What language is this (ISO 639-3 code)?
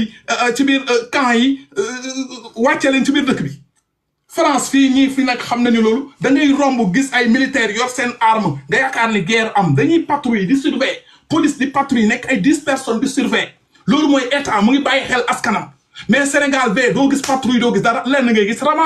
wol